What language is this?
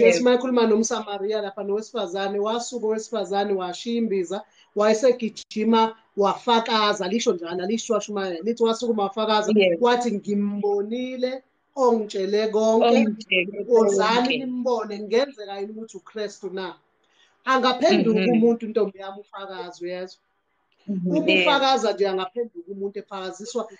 Zulu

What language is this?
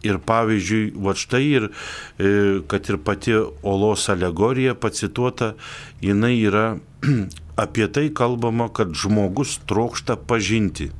Lithuanian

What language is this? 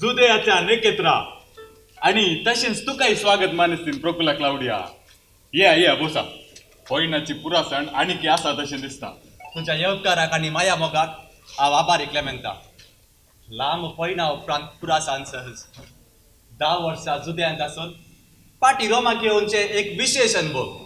Konkani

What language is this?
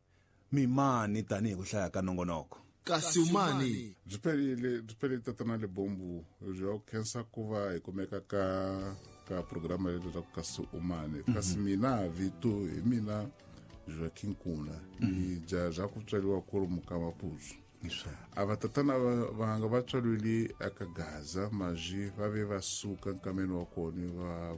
Tsonga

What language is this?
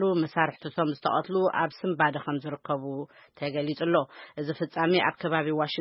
Tigrinya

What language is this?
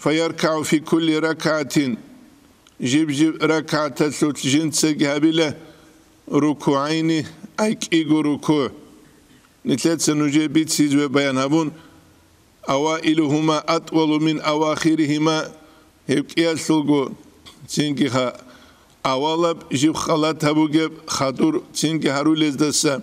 Avaric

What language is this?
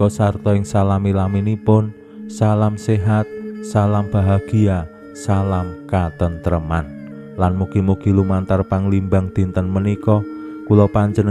Javanese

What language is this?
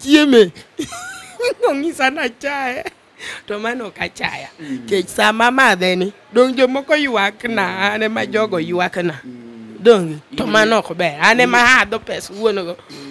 Luo (Kenya and Tanzania)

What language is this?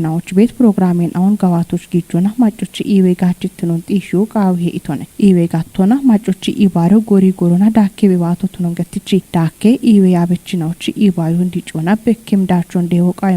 Kafa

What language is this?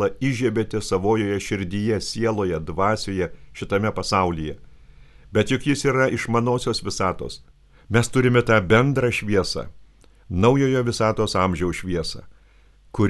Lithuanian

